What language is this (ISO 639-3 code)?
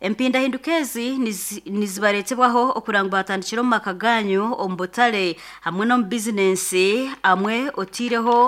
nyn